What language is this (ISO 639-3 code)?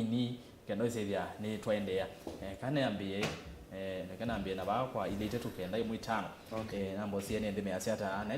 kam